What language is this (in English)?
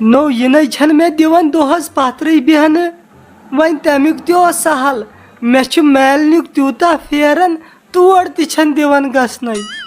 Kashmiri